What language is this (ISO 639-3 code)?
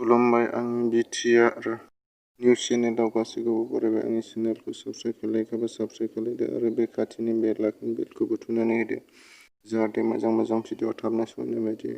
brx